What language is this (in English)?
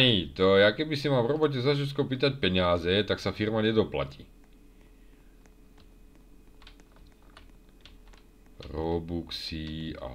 Slovak